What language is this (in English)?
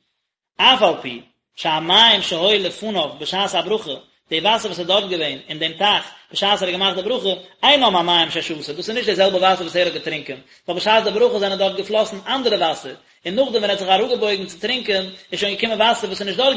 Yiddish